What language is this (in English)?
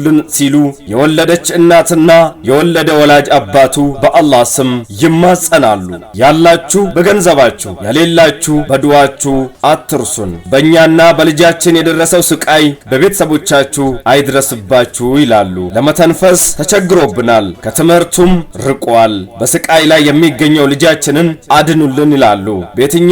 Amharic